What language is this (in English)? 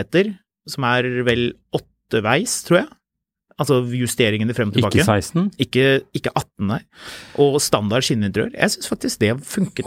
Norwegian